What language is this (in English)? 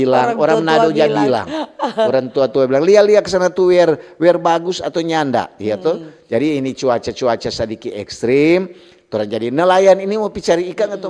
Manado Malay